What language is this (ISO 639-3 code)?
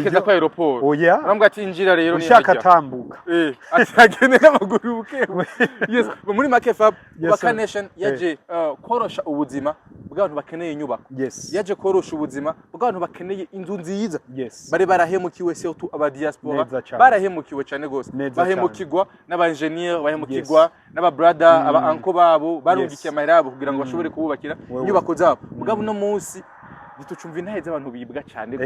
run